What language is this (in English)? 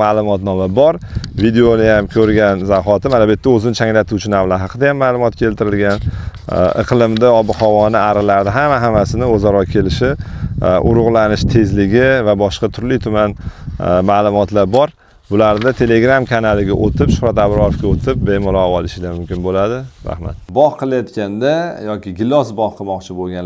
Uzbek